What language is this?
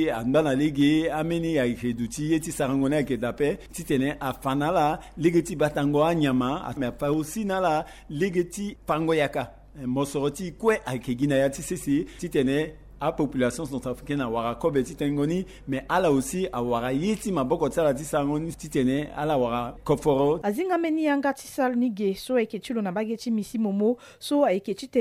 Sango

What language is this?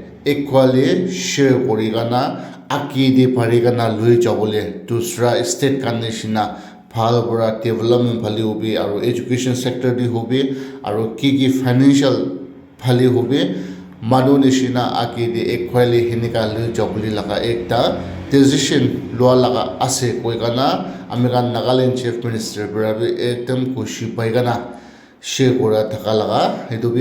Naga Pidgin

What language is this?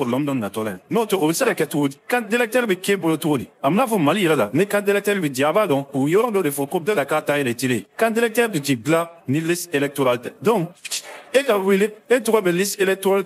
Bambara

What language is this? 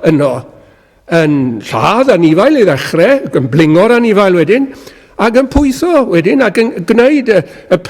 Welsh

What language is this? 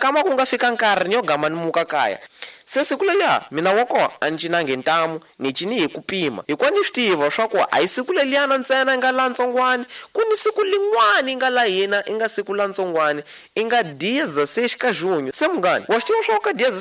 Tsonga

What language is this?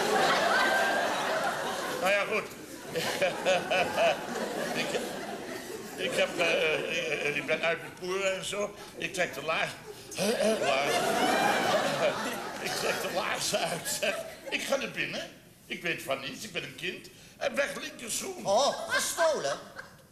Dutch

